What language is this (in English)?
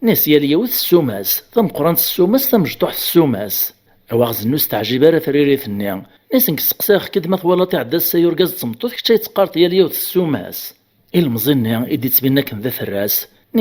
Kabyle